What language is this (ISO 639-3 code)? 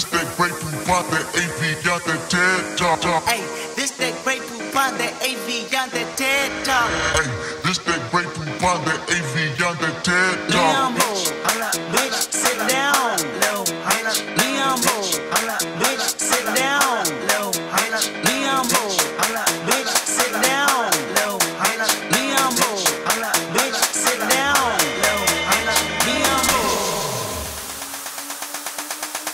eng